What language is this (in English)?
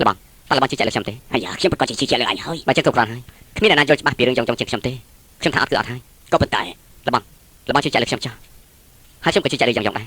Khmer